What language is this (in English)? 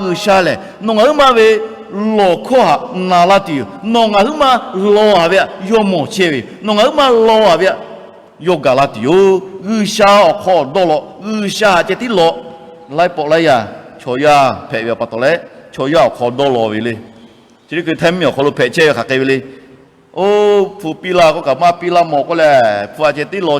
Lahu